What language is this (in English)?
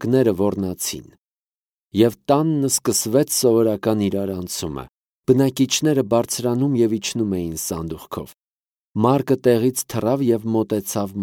Armenian